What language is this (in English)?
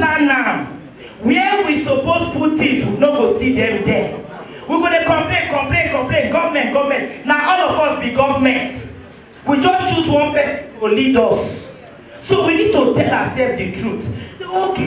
Nigerian Pidgin